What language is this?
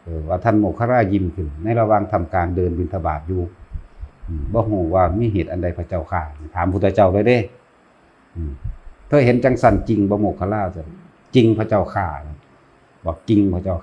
Northeastern Thai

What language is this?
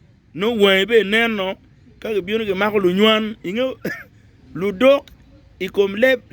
Acoli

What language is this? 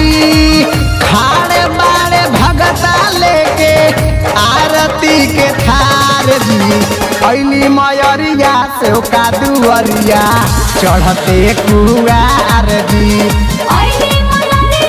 Bhojpuri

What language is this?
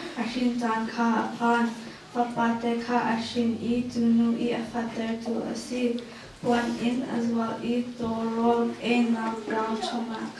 Hakha Chin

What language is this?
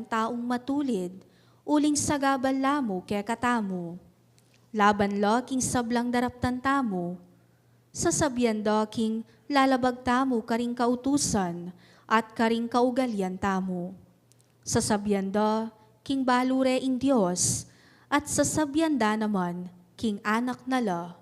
Pampanga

